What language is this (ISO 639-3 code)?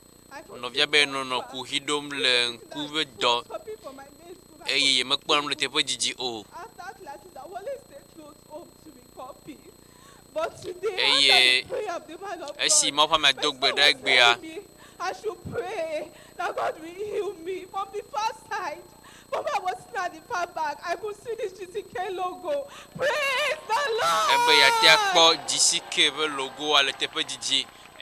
ewe